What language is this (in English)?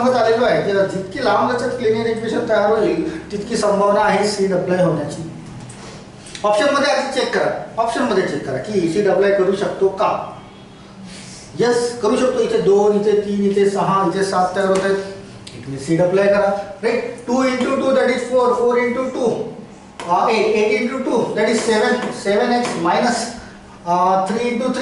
Marathi